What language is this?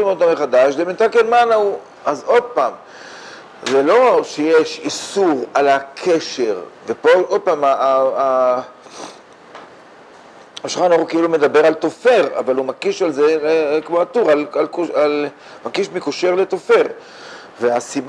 Hebrew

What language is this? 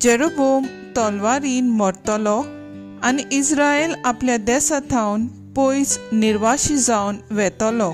Konkani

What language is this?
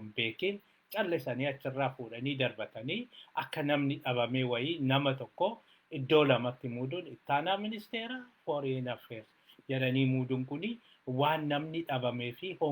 Oromo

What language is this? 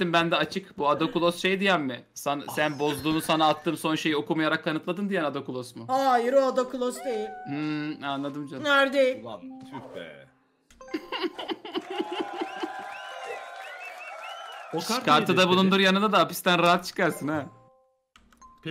Turkish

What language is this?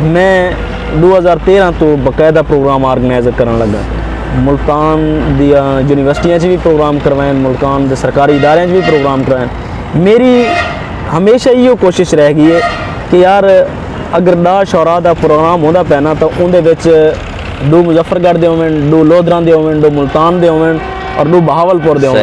Saraiki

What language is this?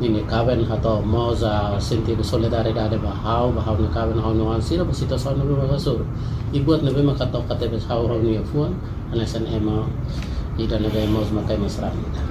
Tetum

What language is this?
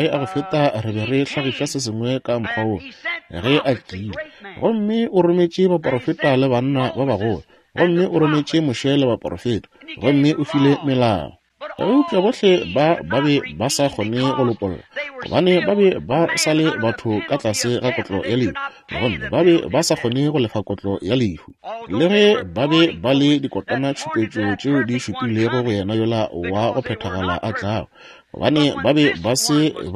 Northern Sotho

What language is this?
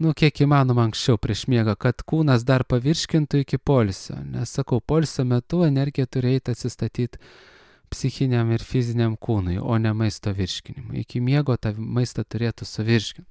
Lithuanian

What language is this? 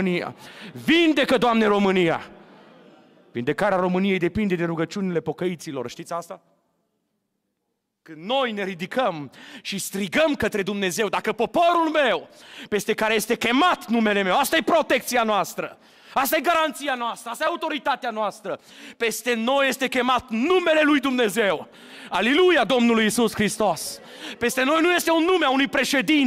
Romanian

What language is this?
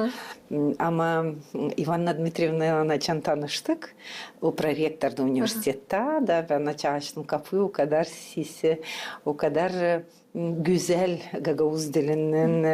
Gagauz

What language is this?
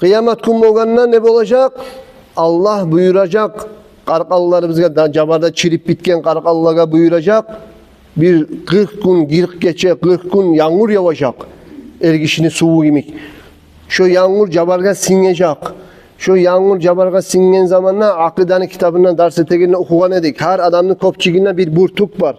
Kumyk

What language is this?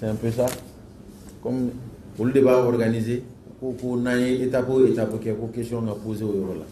Bambara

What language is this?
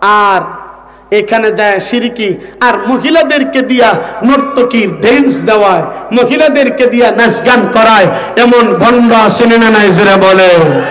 Sylheti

